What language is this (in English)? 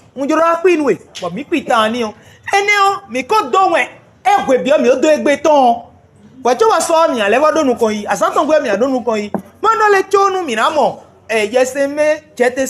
Fon